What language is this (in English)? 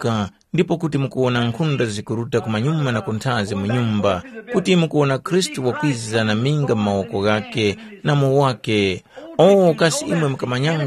Tumbuka